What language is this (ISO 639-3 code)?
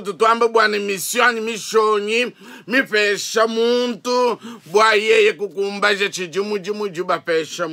lua